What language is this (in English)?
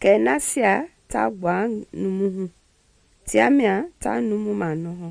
Mende